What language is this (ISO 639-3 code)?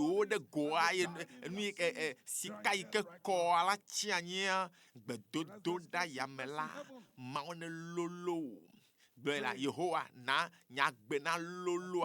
ewe